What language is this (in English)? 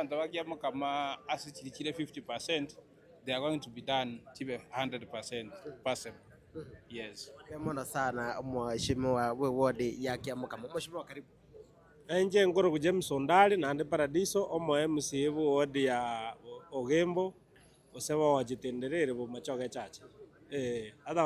Gusii